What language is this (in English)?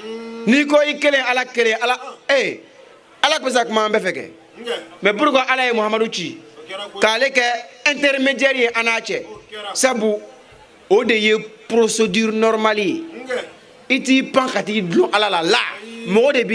Bambara